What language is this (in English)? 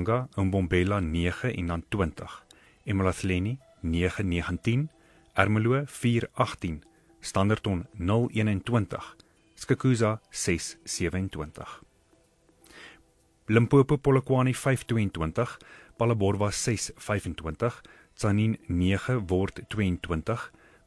Afrikaans